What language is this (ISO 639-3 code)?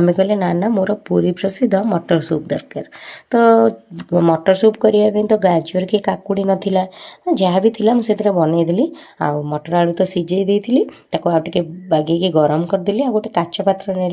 ori